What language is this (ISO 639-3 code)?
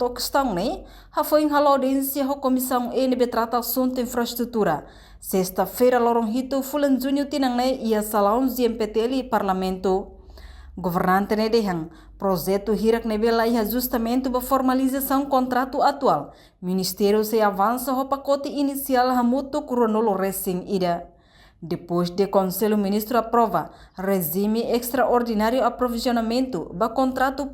tet